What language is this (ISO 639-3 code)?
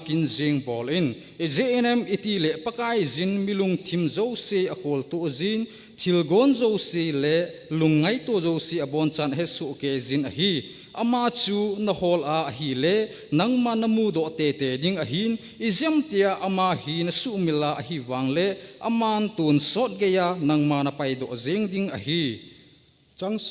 tcz